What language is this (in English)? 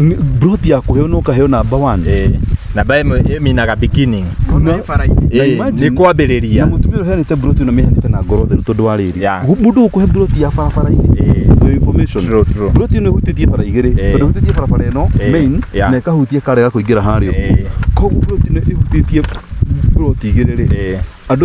Kikuyu